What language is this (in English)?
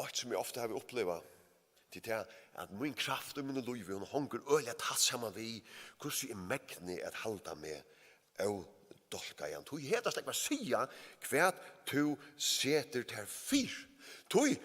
Faroese